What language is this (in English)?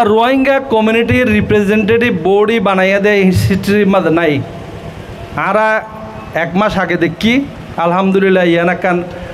Rohingya